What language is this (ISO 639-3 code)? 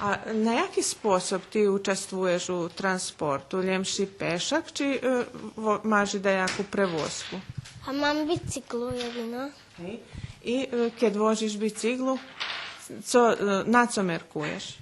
rue